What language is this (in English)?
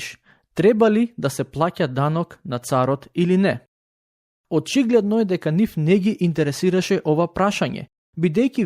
Macedonian